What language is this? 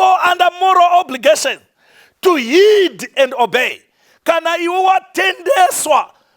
Shona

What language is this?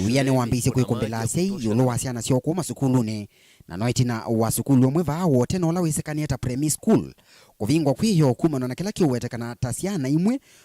Kamba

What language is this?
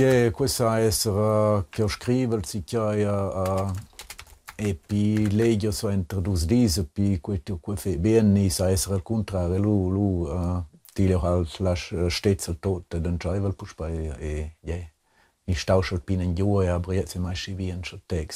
Romansh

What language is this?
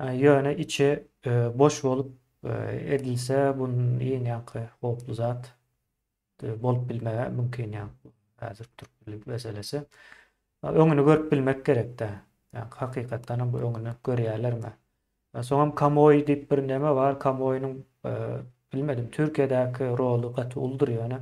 Turkmen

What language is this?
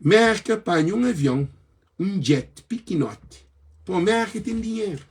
Kabuverdianu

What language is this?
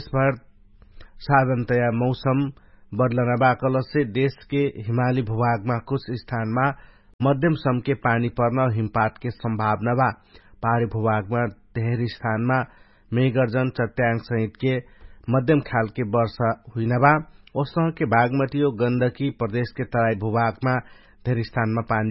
Dangaura Tharu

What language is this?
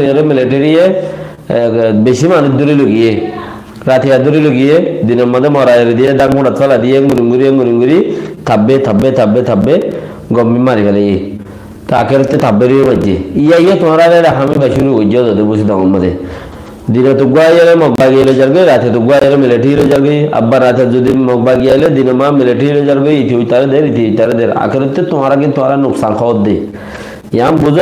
Rohingya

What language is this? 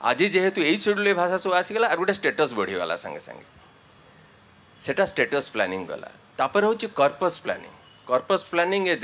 Odia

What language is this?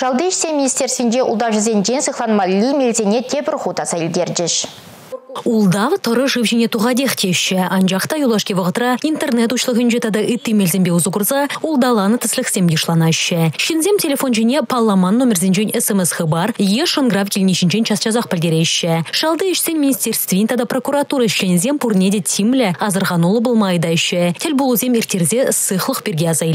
Chuvash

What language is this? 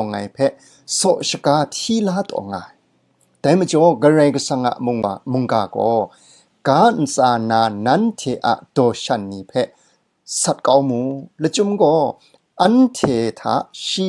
Kachin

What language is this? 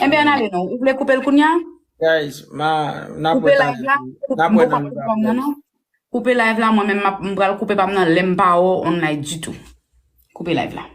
Haitian Creole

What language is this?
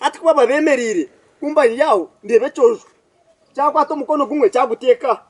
Nyankole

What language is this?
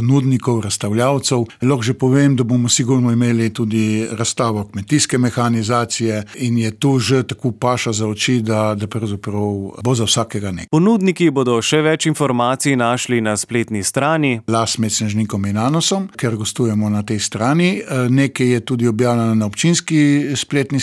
Slovenian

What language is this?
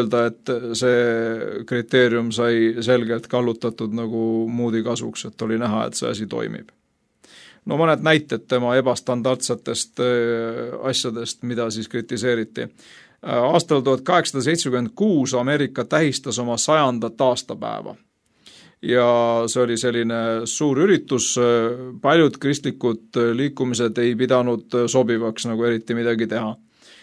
Estonian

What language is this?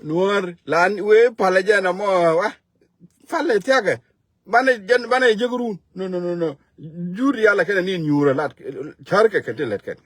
Nuer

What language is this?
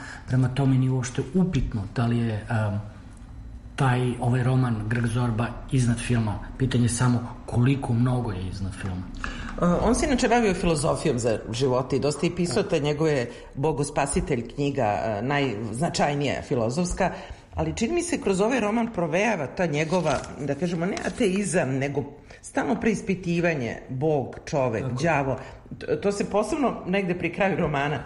Serbian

